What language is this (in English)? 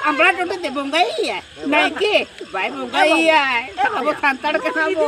Santali